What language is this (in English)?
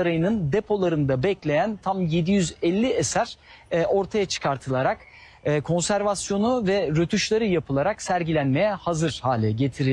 Turkish